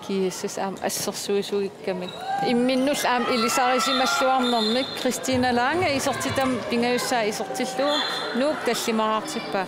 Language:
Kalaallisut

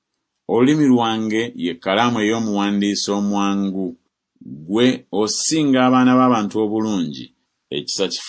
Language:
Ganda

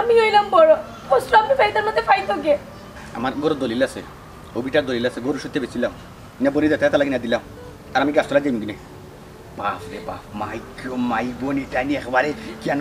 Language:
Sylheti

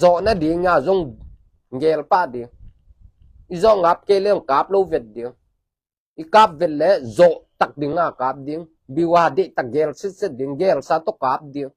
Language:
Tedim Chin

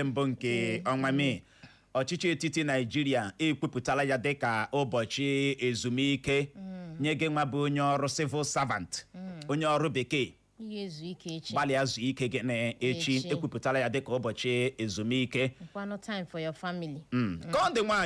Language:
Igbo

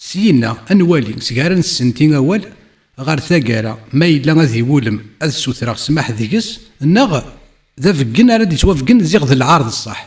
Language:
Kabyle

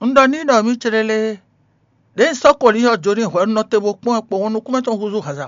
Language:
Fon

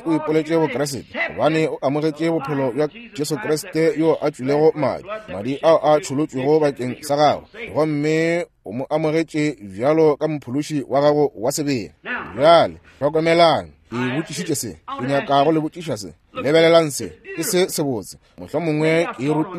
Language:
Northern Sotho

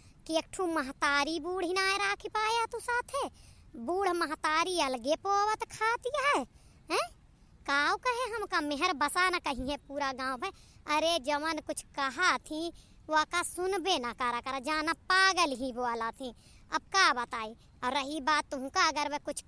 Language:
Awadhi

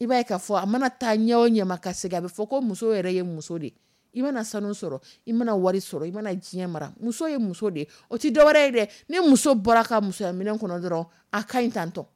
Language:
Dyula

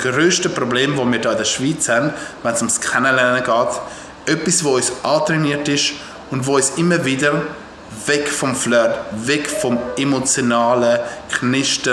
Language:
Swiss German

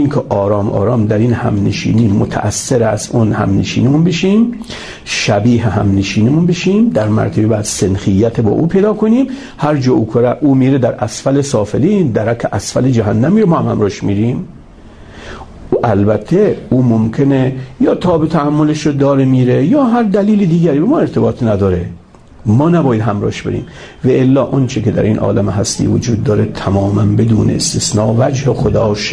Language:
Persian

